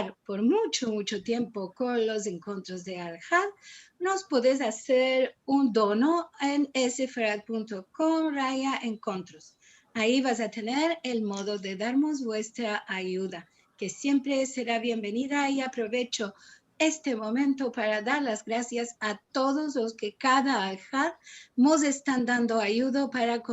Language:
Ladino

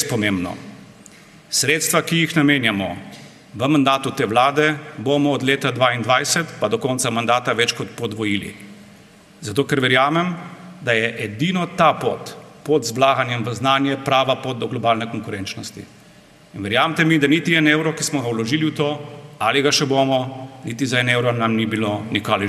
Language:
Slovenian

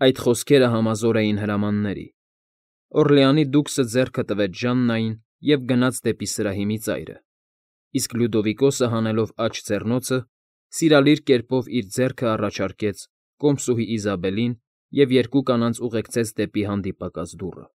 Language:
Armenian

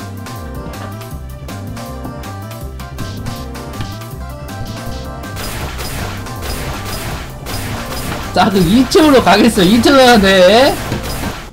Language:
Korean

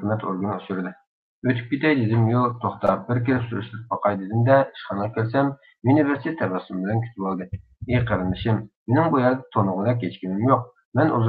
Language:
Uyghur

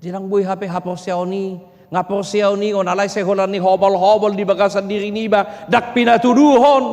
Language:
Batak Toba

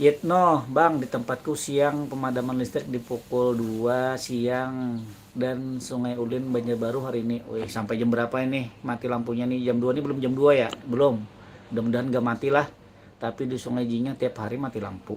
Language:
Banjar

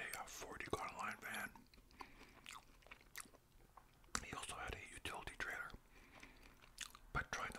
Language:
English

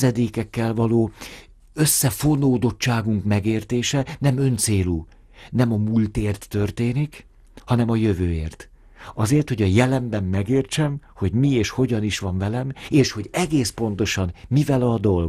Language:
Hungarian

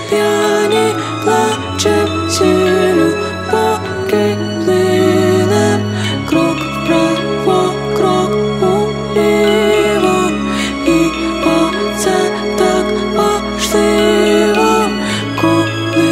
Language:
Ukrainian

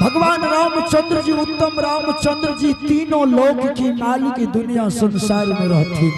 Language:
Angika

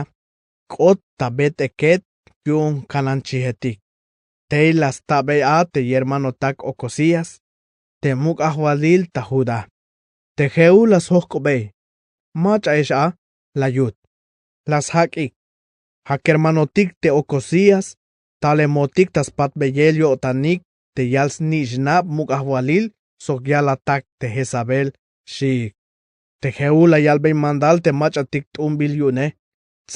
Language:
Tzeltal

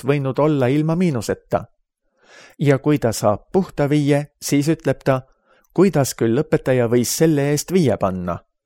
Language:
Estonian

